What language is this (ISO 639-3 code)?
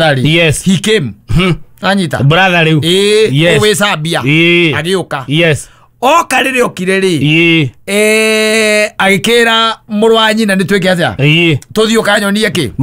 kik